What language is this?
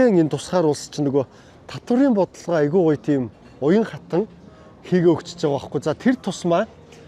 Mongolian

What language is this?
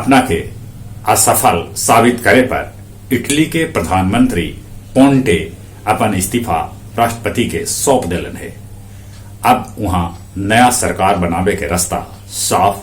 Magahi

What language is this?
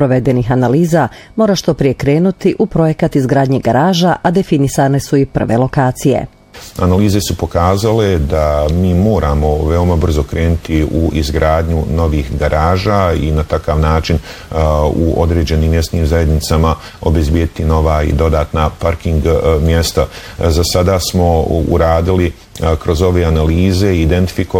Bosnian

